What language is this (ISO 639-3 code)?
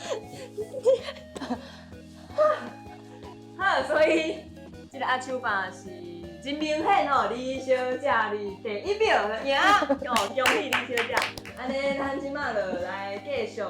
nan